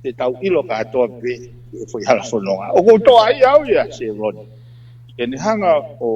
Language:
Tongan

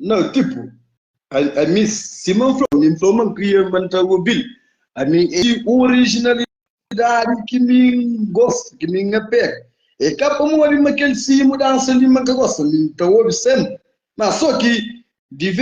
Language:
Kabuverdianu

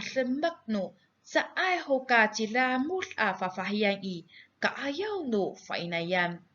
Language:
Amis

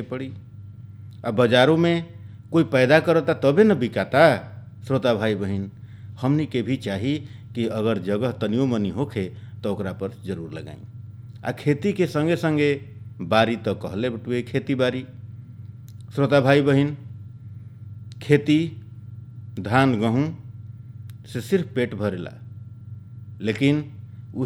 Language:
Bhojpuri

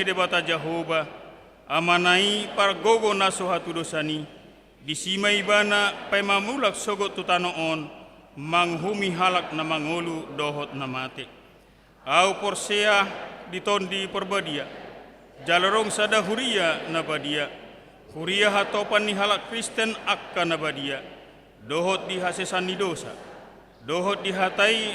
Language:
Batak Toba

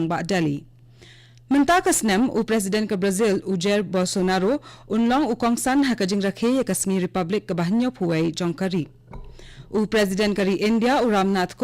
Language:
Khasi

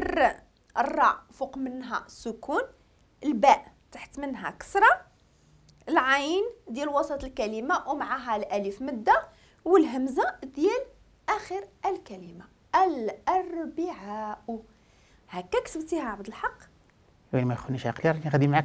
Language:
Moroccan Arabic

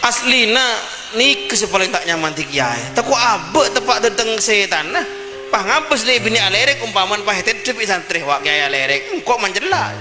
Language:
Madurese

